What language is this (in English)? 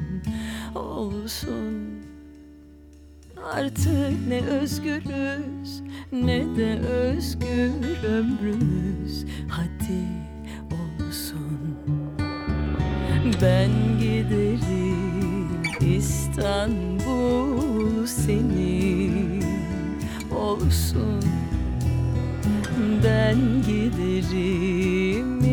Turkish